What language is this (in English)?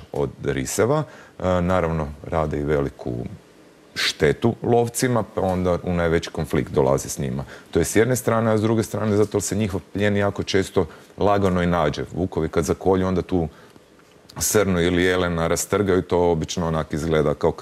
Croatian